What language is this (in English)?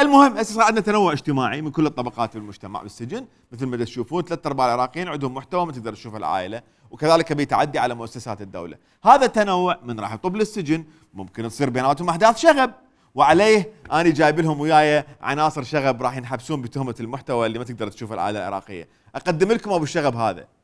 Mesopotamian Arabic